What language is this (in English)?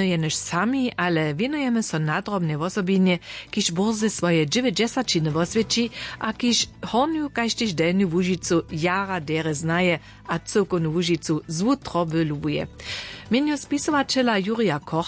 Upper Sorbian